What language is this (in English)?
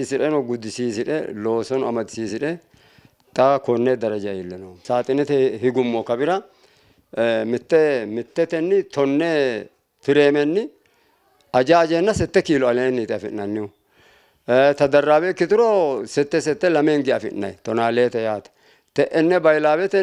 Sidamo